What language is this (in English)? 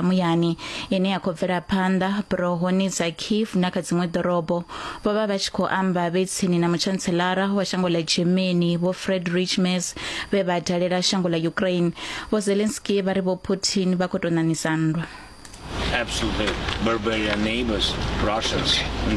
Venda